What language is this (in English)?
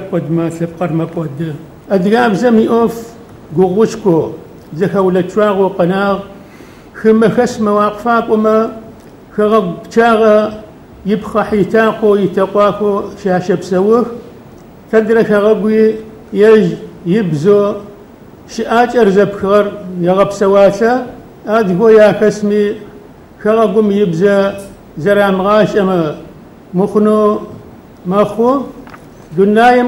Adyghe